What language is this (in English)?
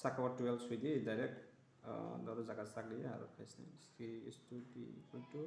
Kok Borok